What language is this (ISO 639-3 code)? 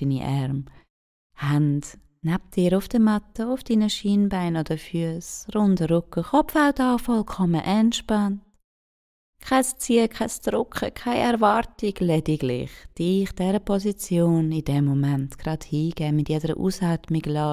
gsw